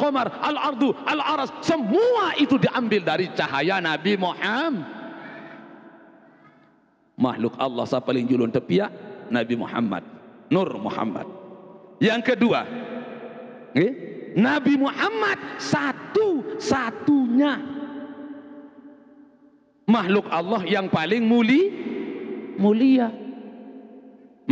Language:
Sasak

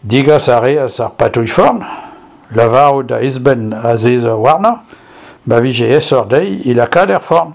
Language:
Breton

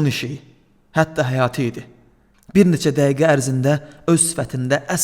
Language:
Azerbaijani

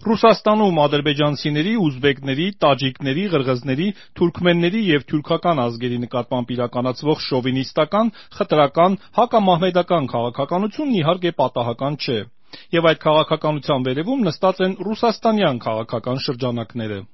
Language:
Armenian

